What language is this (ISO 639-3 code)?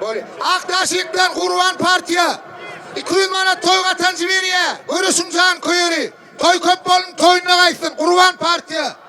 tuk